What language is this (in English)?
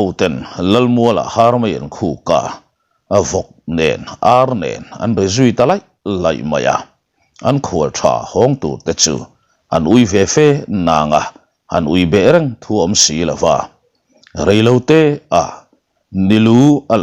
Mizo